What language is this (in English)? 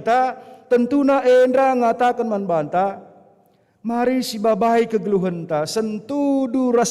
Batak Karo